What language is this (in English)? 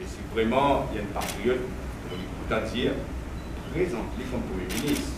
Morisyen